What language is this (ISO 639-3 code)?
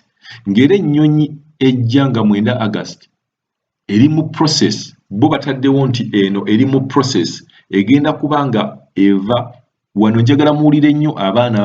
lug